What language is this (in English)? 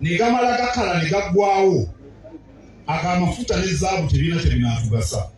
Ganda